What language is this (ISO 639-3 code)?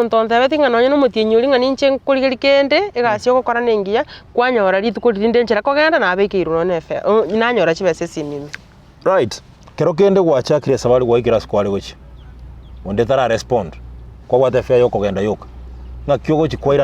guz